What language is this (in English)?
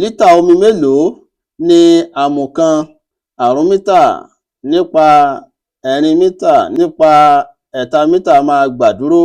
Yoruba